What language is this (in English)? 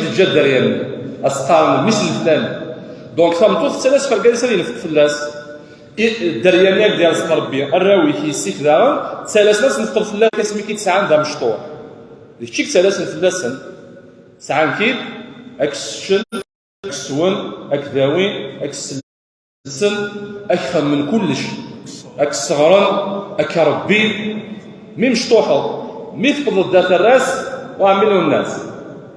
Kabyle